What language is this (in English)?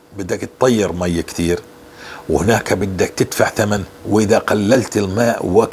North Levantine Arabic